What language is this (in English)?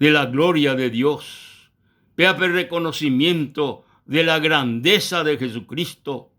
Guarani